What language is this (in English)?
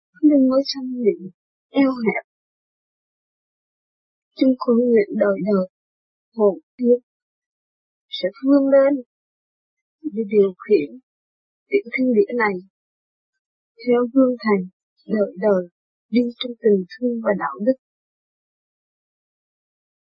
Vietnamese